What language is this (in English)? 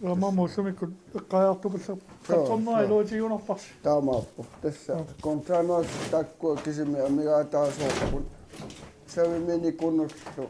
Kalaallisut